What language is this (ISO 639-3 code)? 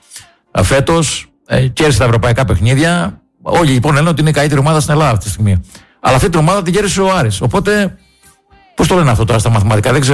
ell